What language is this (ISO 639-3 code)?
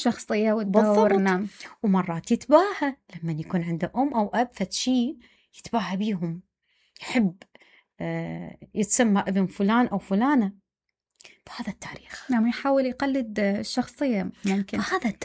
acm